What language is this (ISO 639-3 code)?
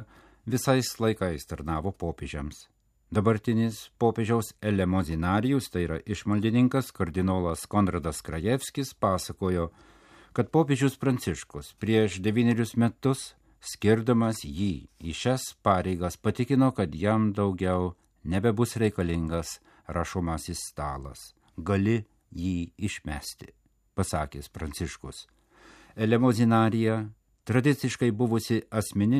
lit